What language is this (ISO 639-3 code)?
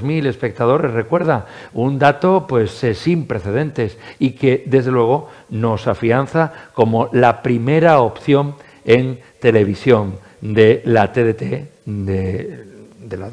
spa